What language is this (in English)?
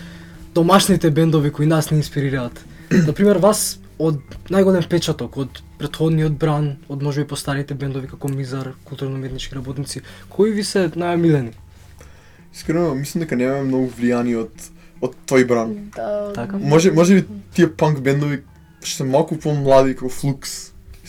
Macedonian